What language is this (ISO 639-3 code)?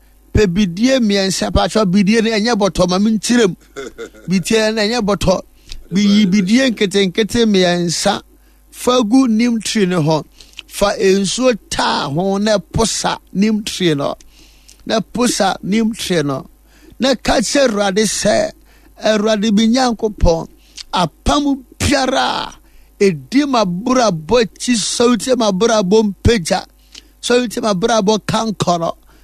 aka